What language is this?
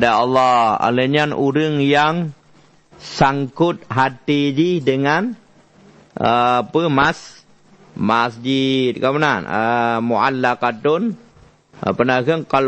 Achinese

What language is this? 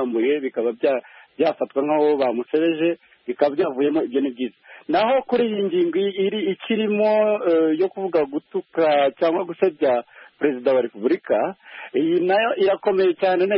Kinyarwanda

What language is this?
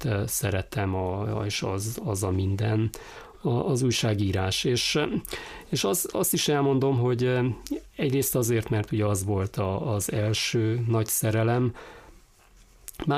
Hungarian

